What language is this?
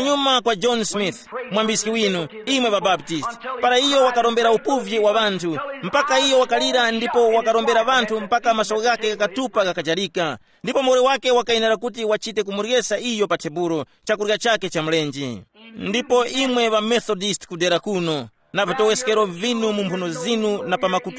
Tumbuka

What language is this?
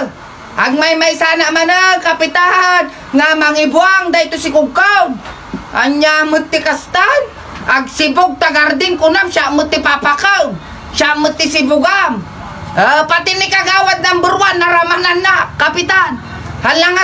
Iloko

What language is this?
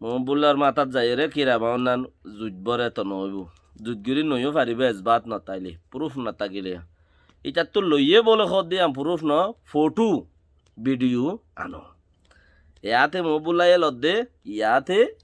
Rohingya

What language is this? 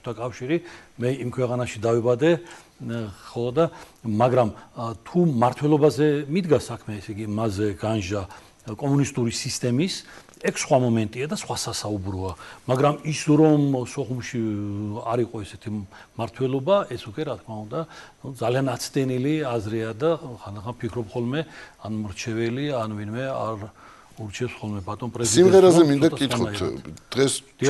Georgian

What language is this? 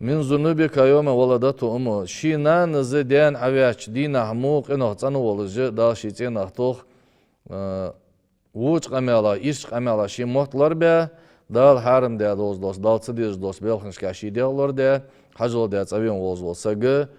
Ingush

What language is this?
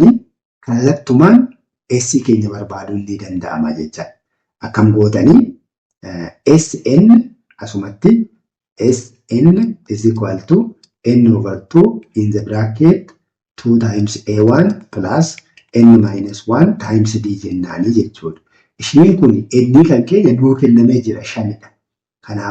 Oromo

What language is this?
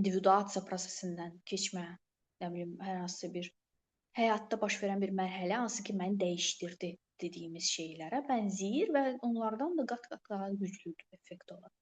Azerbaijani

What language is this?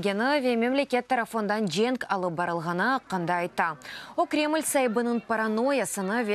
Crimean Tatar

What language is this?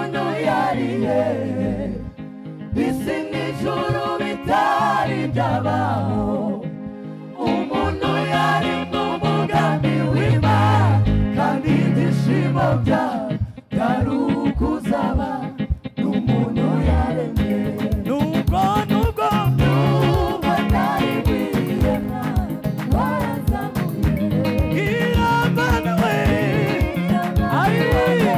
Kinyarwanda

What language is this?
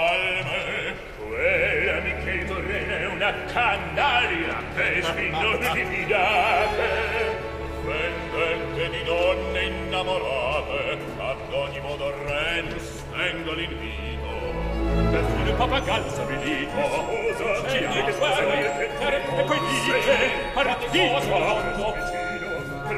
Italian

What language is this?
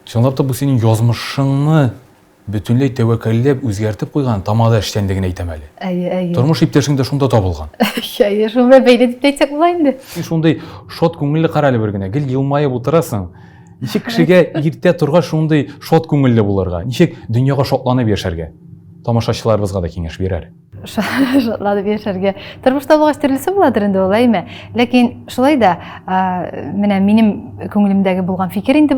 Tatar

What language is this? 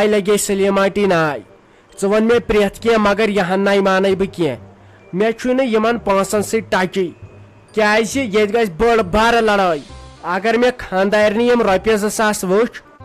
Kashmiri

